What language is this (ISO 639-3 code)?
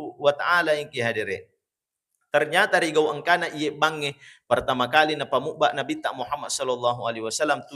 bug